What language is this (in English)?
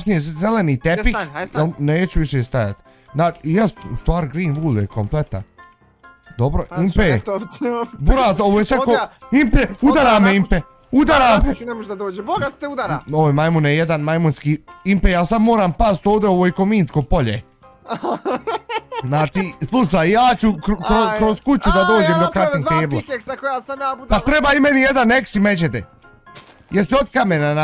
Bosnian